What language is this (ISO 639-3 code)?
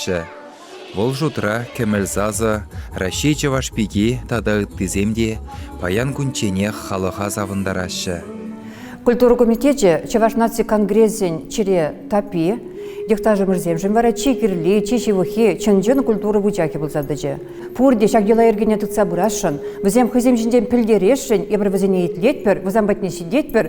chv